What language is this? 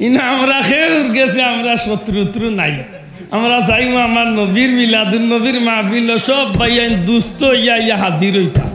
Sylheti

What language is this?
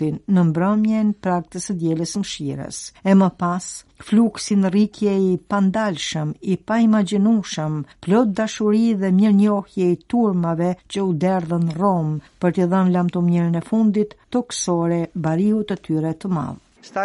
Albanian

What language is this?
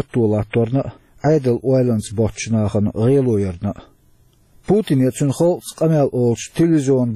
Chechen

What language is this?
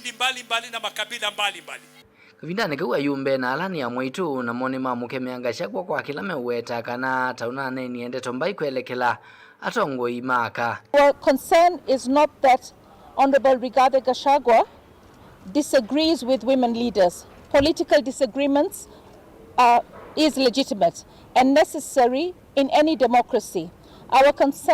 Kamba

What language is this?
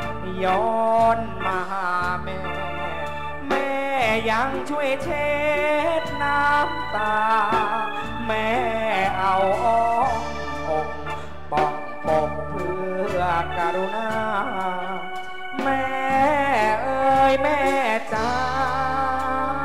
Thai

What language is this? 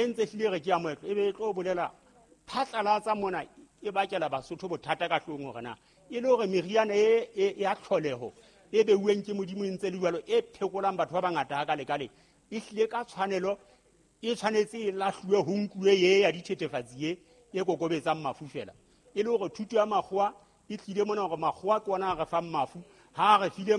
Southern Sotho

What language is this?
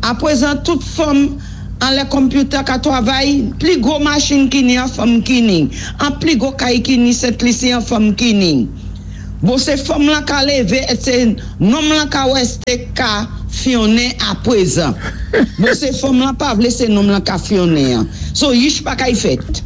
Saint Lucian Creole French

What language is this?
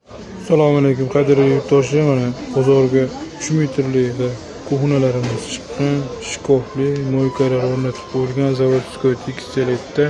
Uzbek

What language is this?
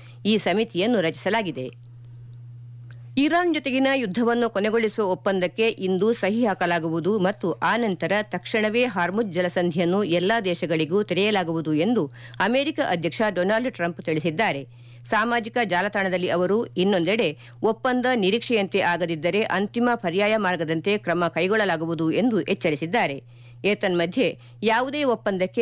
Kannada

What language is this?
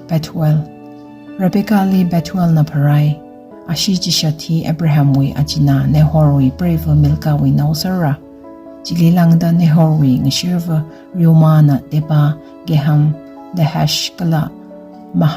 Tangkhul Naga (India)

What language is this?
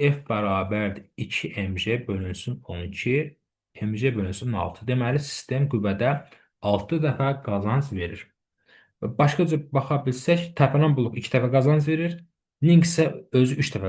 Azerbaijani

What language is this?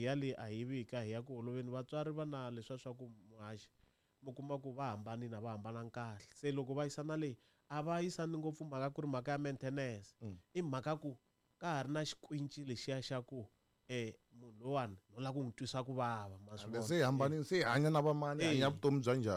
Tsonga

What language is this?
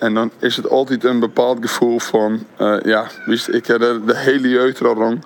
Western Frisian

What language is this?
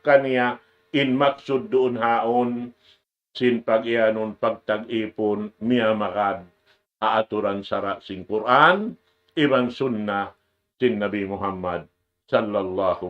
Tausug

